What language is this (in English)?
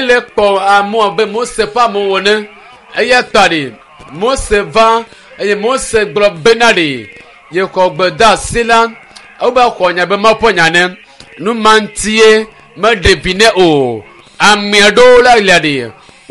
Ewe